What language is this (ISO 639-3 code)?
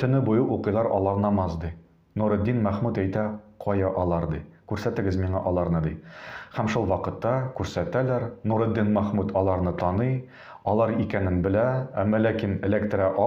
tat